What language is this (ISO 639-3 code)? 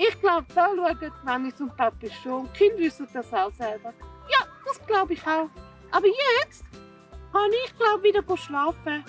gsw